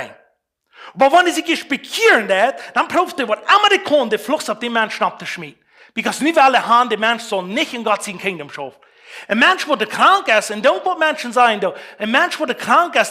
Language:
Plautdietsch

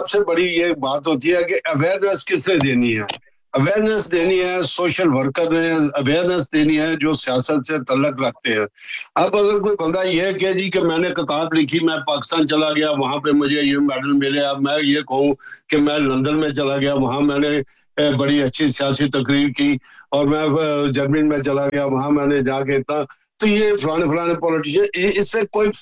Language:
Urdu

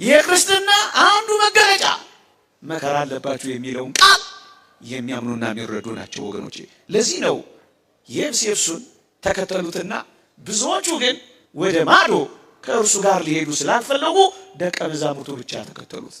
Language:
Amharic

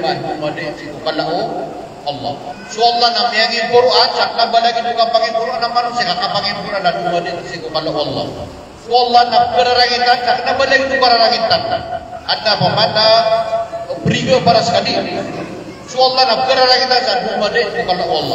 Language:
Maranao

